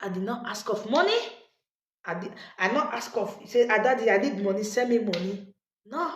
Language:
Nigerian Pidgin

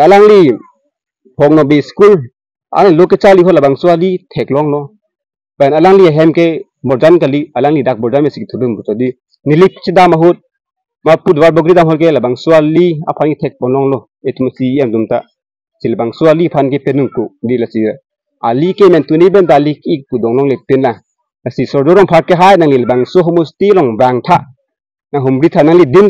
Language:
Karbi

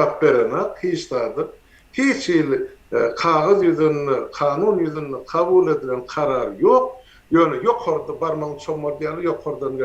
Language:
Turkmen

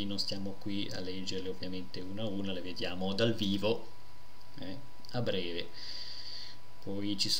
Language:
Italian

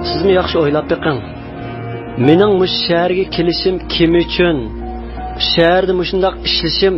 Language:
Uyghur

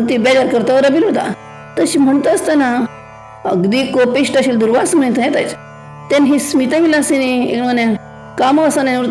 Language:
Konkani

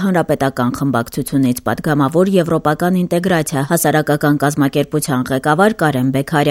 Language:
Armenian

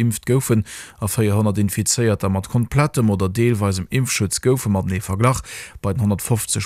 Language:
Luxembourgish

